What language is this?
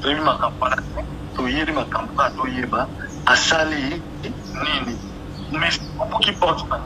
Lingala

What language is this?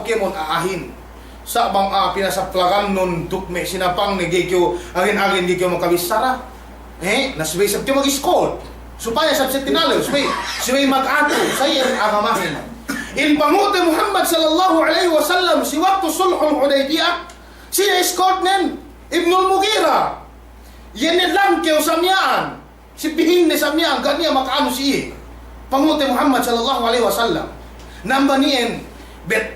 Yakan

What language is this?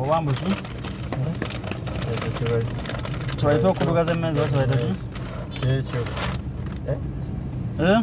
Ganda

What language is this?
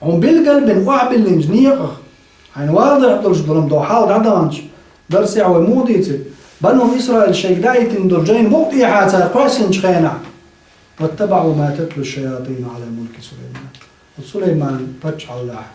Chechen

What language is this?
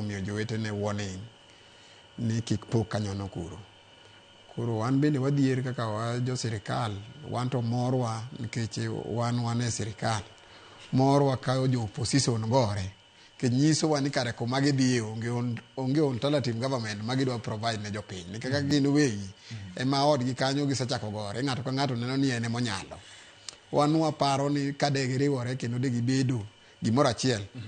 Luo (Kenya and Tanzania)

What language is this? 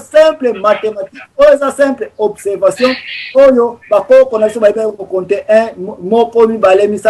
Lingala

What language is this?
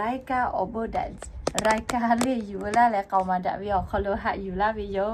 Lahu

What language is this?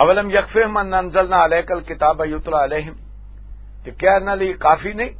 Western Panjabi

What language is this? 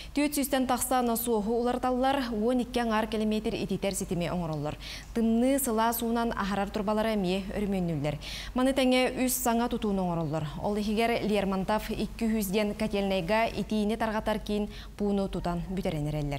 Yakut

